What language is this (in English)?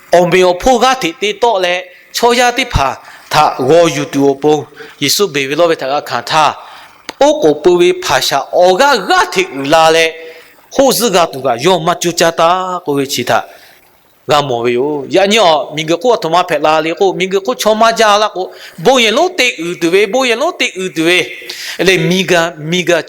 Lahu